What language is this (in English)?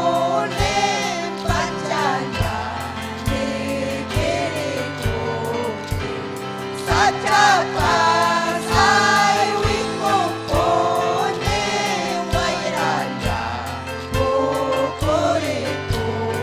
Ayacucho Quechua